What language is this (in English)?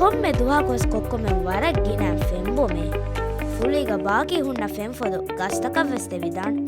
Divehi